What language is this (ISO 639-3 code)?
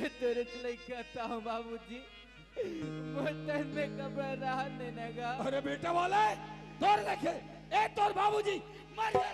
hne